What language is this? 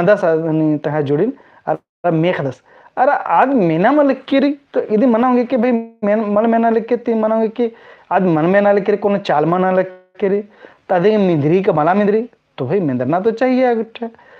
Kurukh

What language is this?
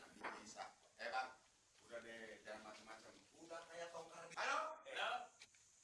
Betawi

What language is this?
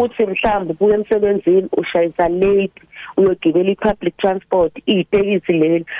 South Ndebele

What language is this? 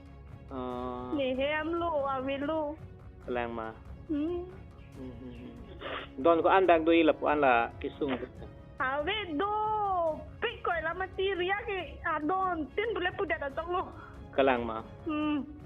Karbi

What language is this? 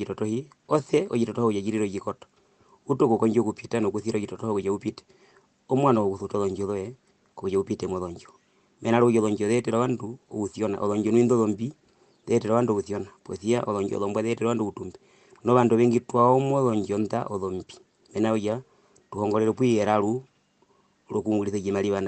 Herero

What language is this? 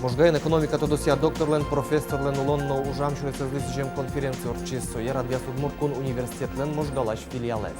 Udmurt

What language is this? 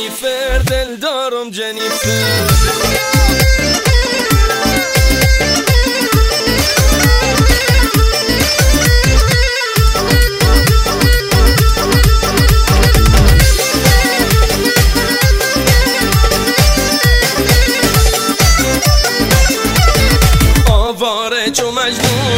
Persian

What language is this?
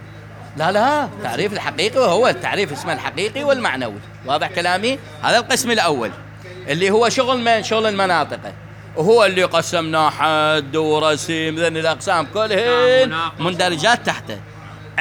Mesopotamian Arabic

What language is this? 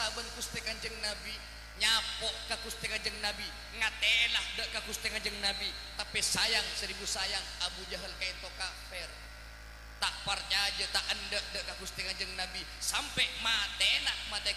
Madurese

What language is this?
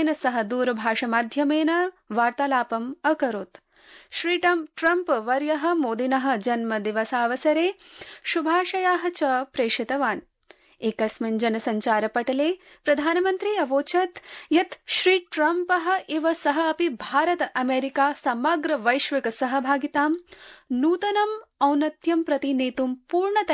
Sanskrit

